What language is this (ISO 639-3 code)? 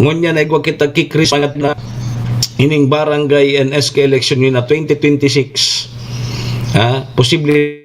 bik